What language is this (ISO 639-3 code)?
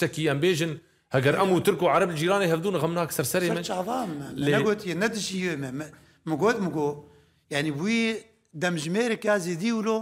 kur